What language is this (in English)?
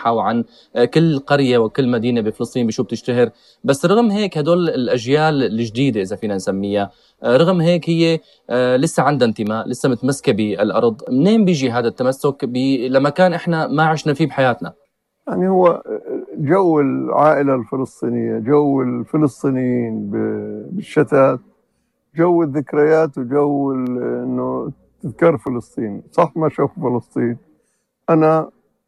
North Levantine Arabic